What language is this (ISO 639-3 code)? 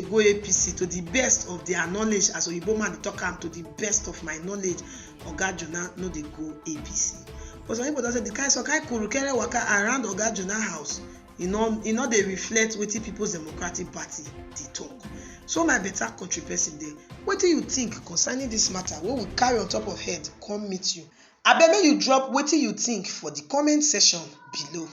pcm